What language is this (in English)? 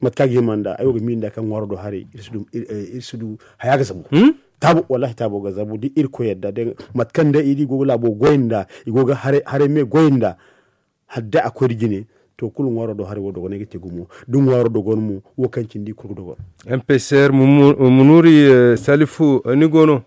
Zarma